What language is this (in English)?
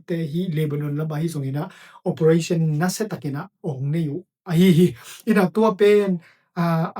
Tedim Chin